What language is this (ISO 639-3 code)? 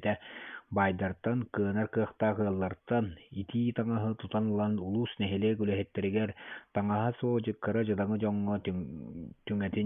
sah